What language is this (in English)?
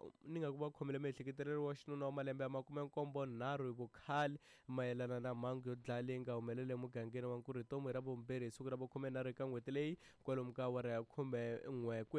Tsonga